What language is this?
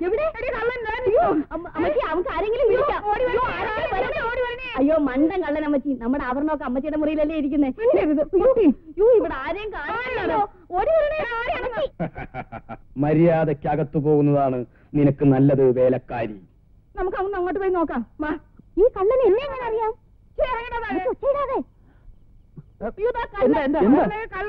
Malayalam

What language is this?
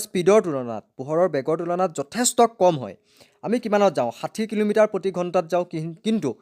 Assamese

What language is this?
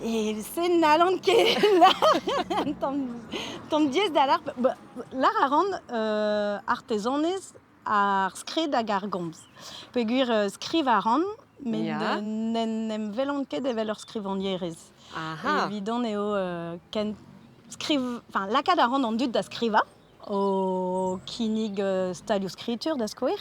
Breton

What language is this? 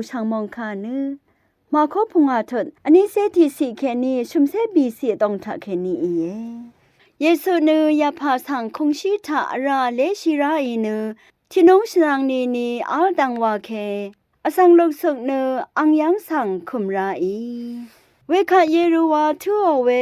Rawang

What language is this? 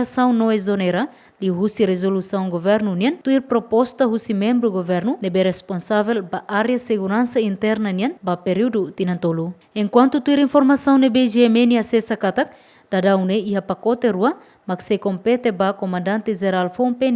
Tetum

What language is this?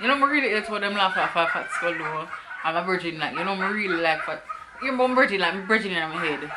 Jamaican Creole English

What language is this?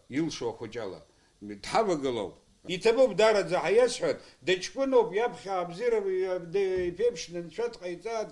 Abkhazian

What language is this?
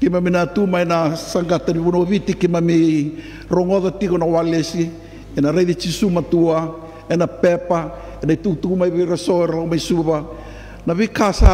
Fijian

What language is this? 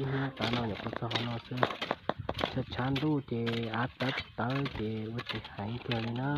Hmong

